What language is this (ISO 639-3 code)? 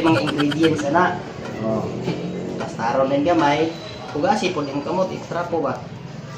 ceb